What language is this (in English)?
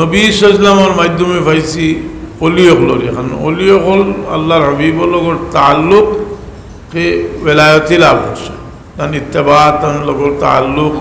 Sylheti